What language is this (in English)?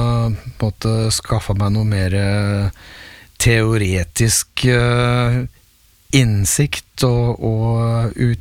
Norwegian